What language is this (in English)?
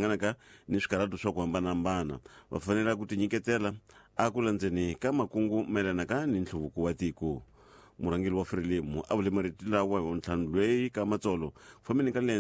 Tsonga